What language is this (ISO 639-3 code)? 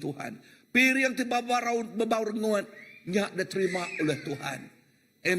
iba